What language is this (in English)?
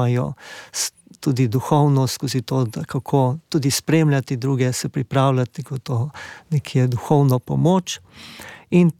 Slovenian